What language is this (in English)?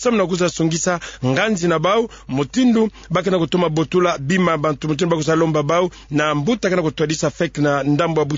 Kituba (Democratic Republic of Congo)